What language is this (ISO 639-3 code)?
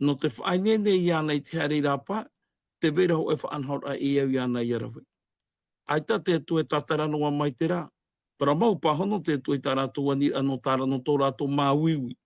tah